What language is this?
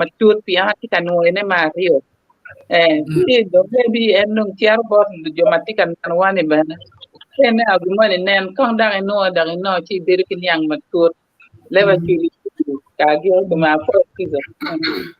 Acoli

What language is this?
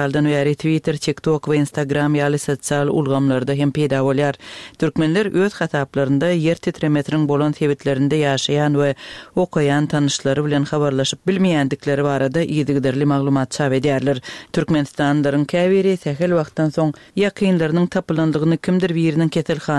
Turkmen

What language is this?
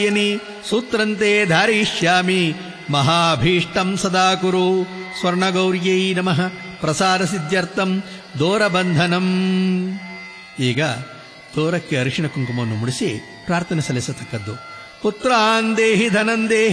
Kannada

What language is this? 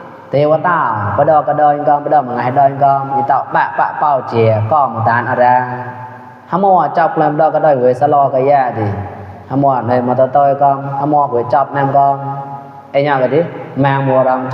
Mon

